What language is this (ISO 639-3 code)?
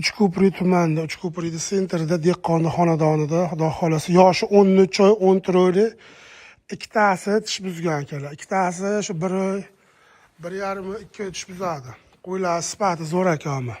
uzb